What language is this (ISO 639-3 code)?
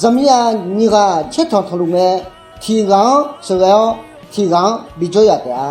ahk